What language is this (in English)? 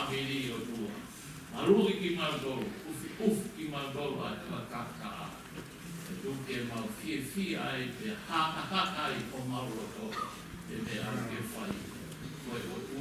Tongan